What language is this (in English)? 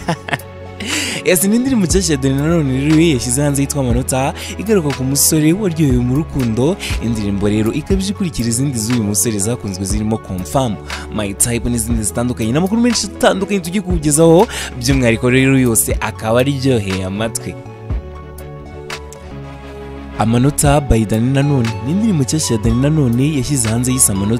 Kinyarwanda